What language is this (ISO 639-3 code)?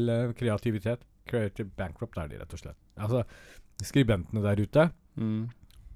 nor